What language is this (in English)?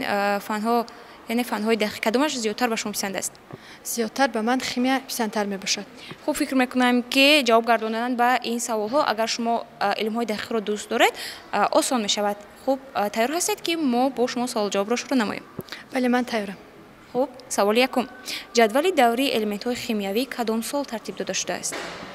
Tajik